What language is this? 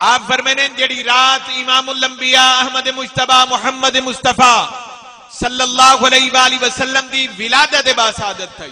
Saraiki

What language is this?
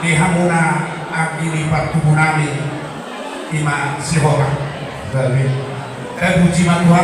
Batak Toba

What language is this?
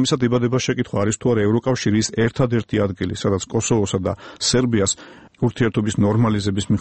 Georgian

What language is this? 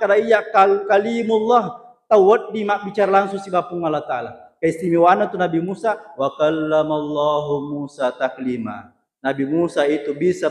Buginese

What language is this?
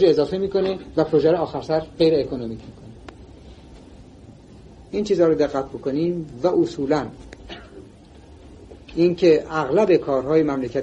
Persian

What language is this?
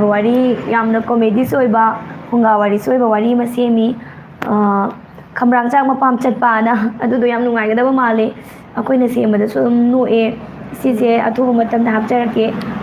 Manipuri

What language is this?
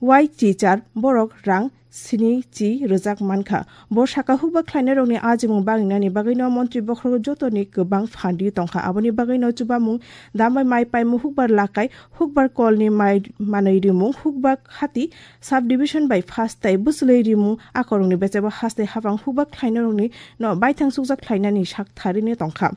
Kok Borok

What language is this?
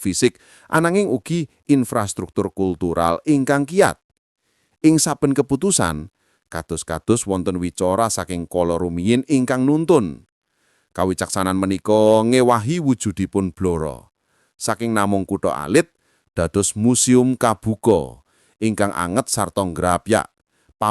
Javanese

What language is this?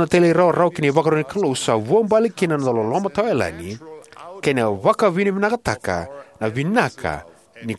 Fijian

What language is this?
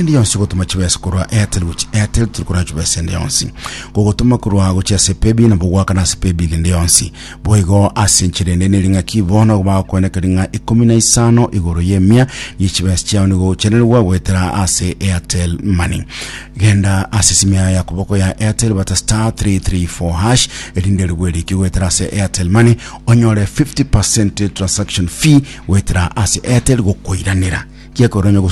Gusii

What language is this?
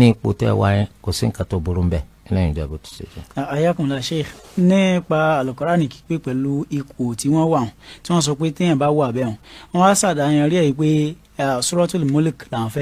Yoruba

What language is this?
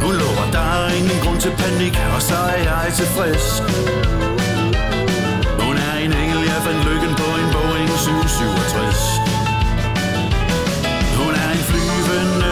Danish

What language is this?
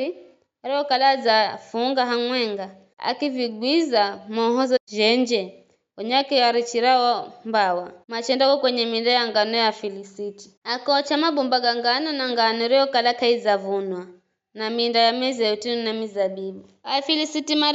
Giryama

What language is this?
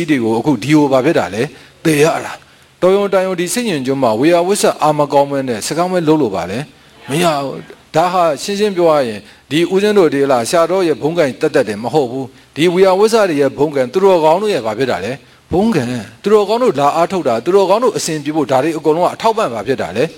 Burmese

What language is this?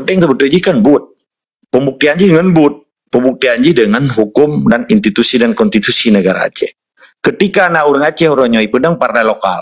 Achinese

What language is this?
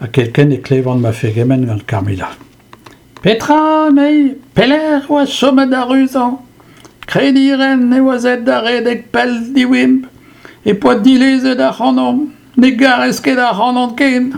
Breton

